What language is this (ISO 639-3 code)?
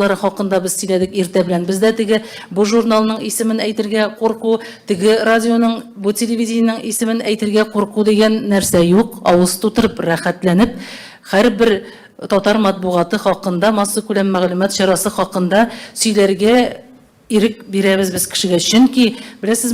tat